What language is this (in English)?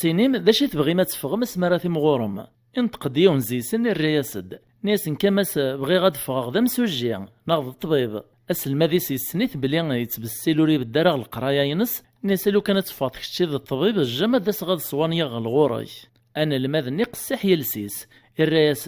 Kabyle